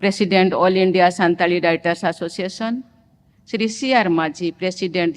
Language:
Santali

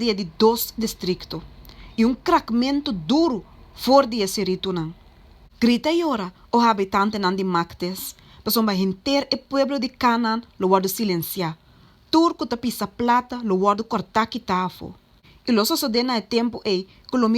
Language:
Papiamento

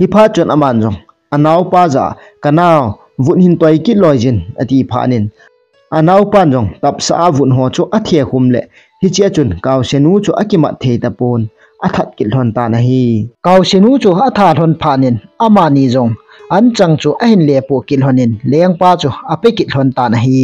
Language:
Thado Chin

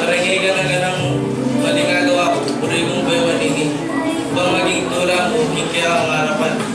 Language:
Pampanga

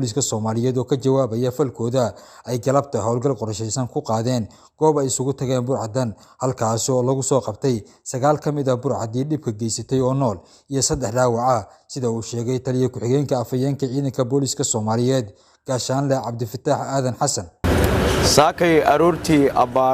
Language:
Somali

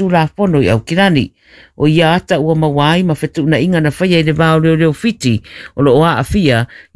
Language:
Samoan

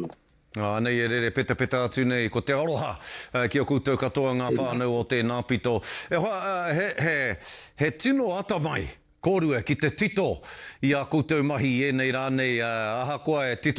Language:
Māori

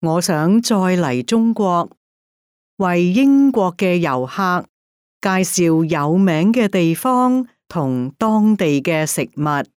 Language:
Cantonese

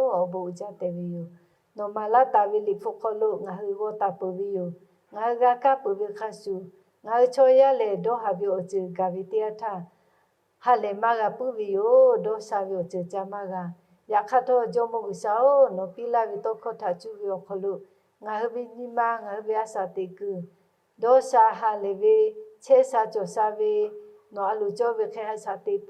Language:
Lahu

